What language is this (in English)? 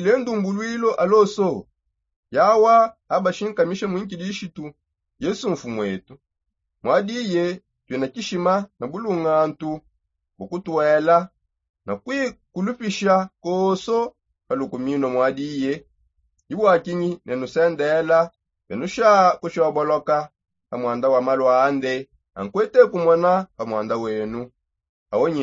Songe